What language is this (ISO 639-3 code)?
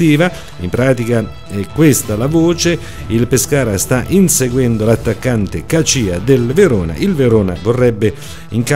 ita